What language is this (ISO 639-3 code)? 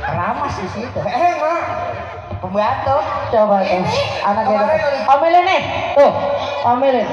bew